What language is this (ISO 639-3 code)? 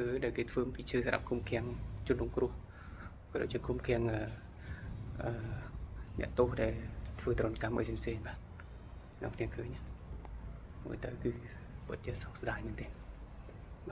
khm